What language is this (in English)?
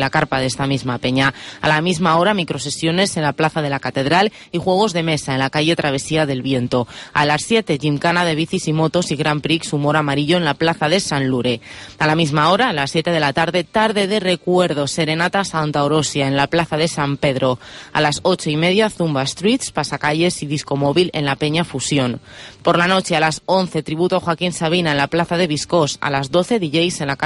Spanish